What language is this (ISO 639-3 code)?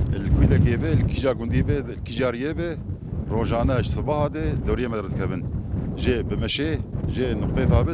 kur